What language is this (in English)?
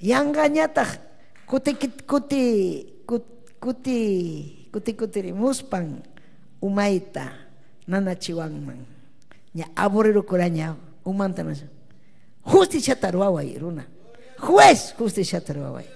Ayacucho Quechua